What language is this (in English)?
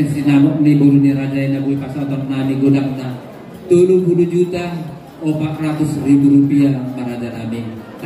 Batak Toba